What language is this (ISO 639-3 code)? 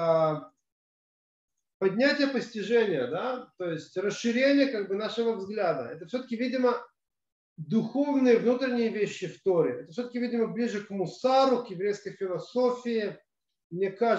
rus